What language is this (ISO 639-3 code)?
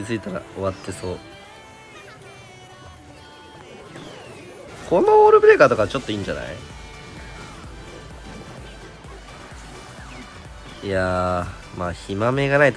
jpn